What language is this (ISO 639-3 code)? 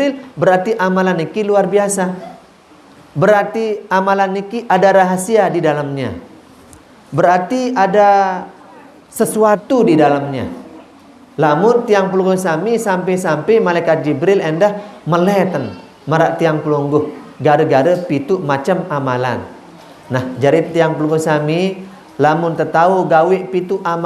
sas